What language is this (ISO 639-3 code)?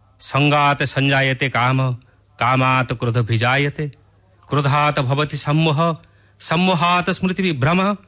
ori